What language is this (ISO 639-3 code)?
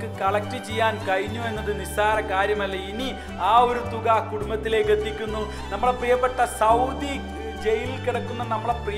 mal